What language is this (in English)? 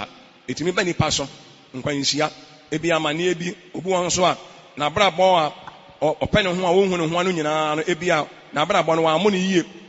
Akan